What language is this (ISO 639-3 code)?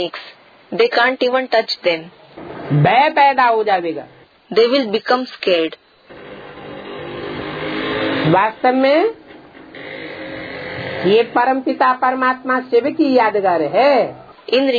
hin